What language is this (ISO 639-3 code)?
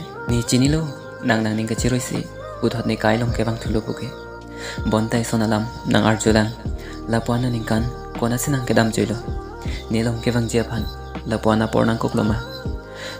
mjw